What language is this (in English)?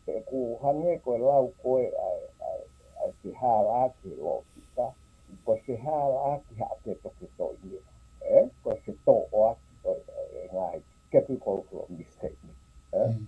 Tongan